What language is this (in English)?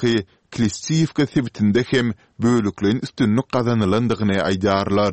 Turkmen